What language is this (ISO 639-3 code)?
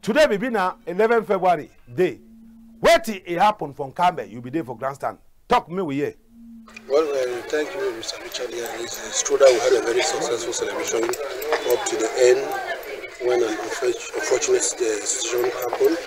wes